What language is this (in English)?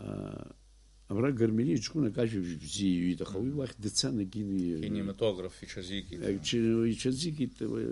Abkhazian